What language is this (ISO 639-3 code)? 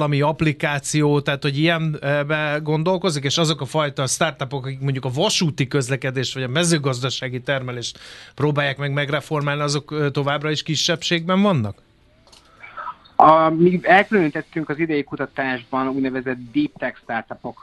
hun